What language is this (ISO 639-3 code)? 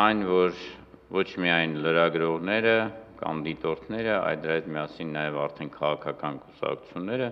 hye